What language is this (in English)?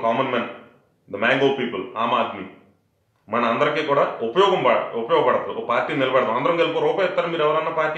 Telugu